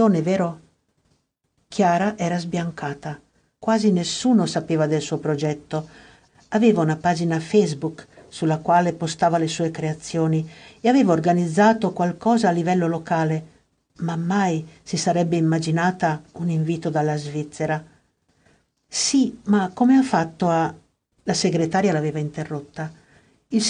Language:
Italian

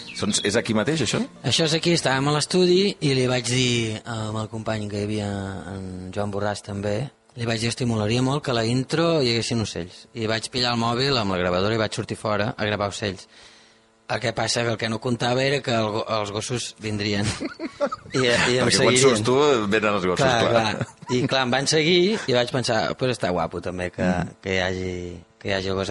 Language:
Catalan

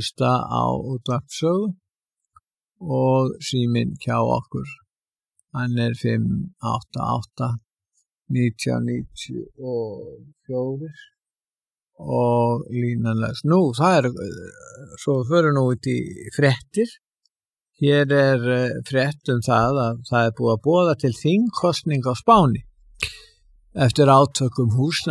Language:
Icelandic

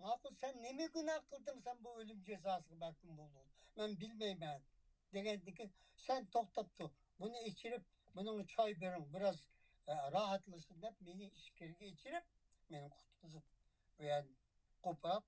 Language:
Uyghur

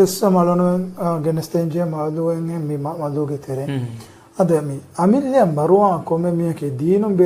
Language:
Divehi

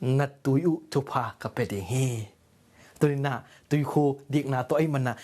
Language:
Tedim Chin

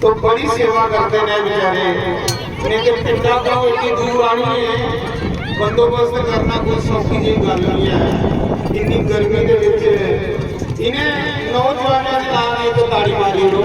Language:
Dogri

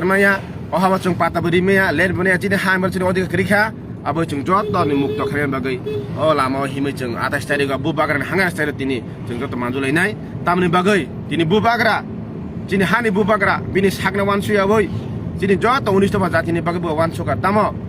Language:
Kok Borok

